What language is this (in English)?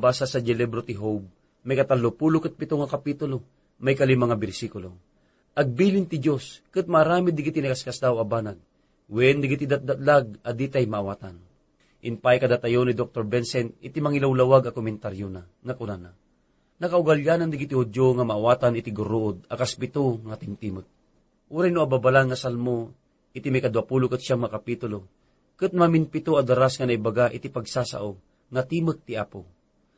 Iloko